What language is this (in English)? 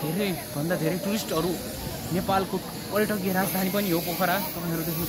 Nepali